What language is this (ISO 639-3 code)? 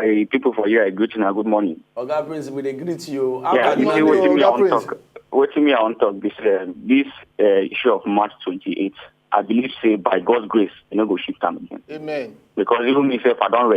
pcm